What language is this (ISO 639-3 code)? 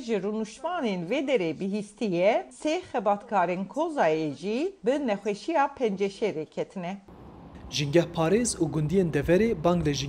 kur